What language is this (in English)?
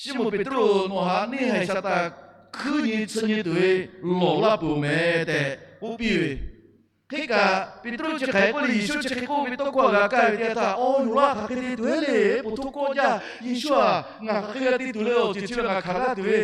Lahu